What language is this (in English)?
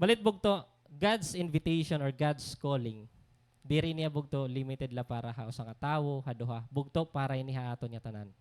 Waray